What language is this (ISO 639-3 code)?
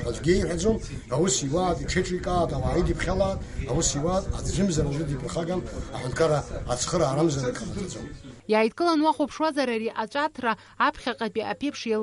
abk